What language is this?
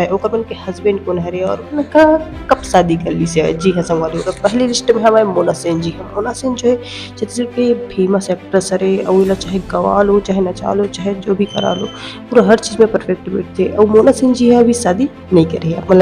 Chhattisgarhi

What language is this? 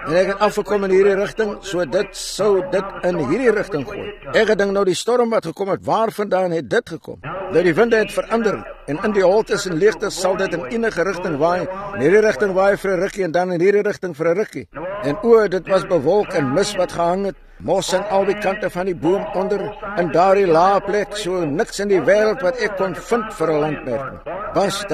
Afrikaans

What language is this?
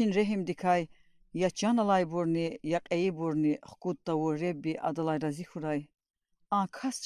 Lezghian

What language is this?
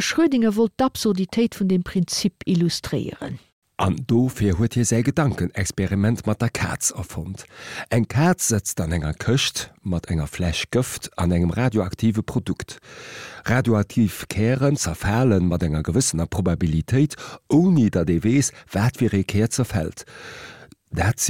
Luxembourgish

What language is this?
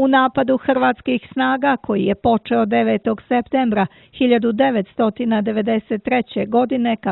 Serbian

